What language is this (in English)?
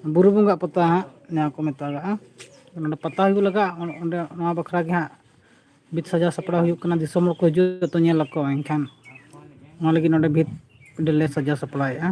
Santali